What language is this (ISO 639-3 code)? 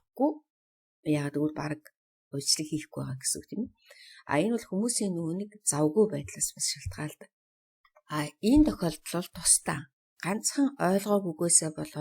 mon